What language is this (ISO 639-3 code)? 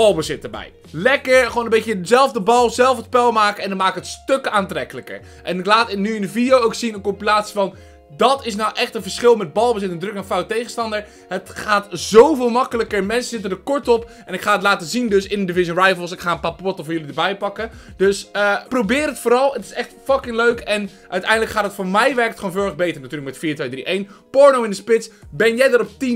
nld